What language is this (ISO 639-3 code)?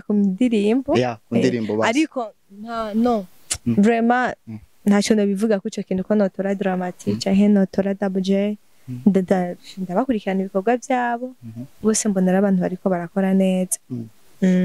run